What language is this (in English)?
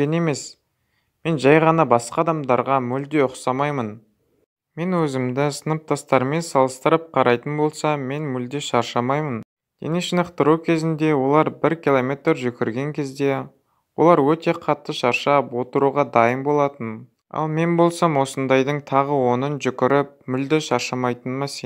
Kazakh